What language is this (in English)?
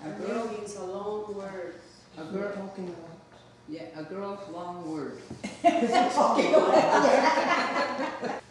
Mohawk